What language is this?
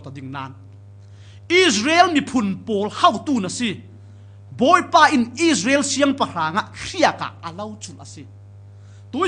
Falam Chin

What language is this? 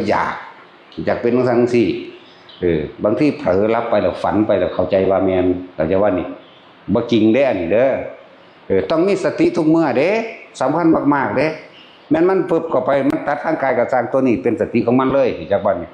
Northeastern Thai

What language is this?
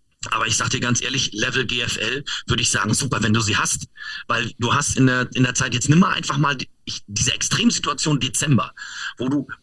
German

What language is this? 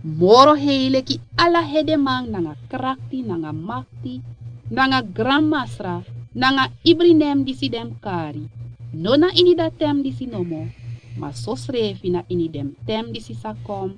Sranan Tongo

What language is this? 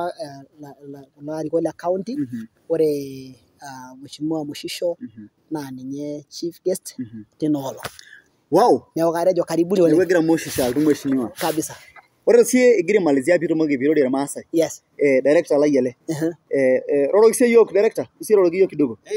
Masai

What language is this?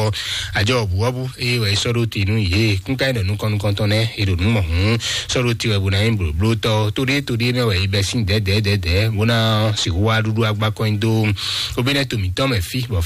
Fon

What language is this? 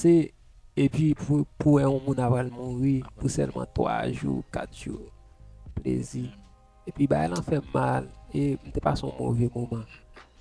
Haitian Creole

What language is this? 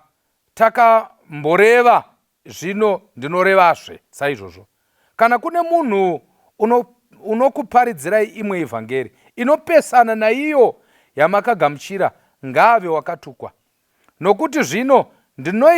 Shona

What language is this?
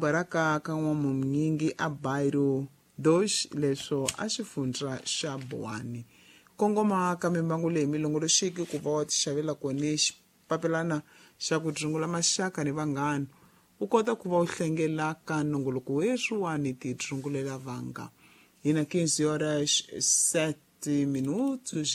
Tsonga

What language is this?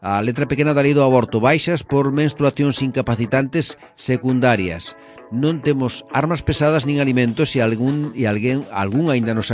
Galician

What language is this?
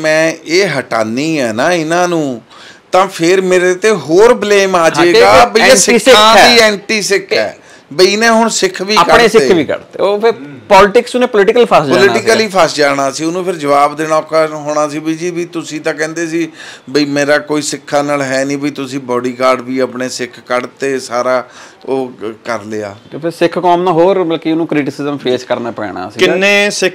Punjabi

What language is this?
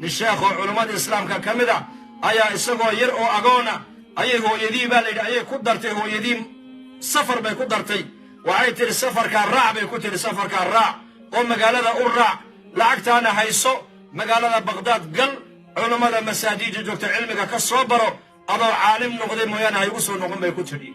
Somali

